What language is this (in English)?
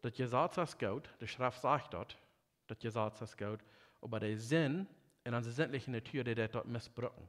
Plautdietsch